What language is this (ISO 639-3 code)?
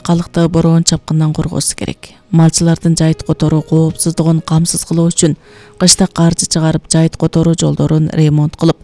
kir